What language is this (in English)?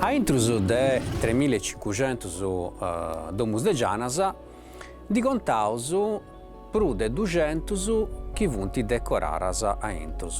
Sardinian